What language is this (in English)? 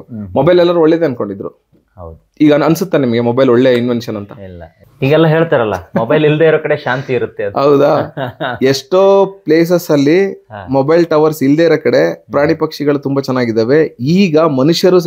Kannada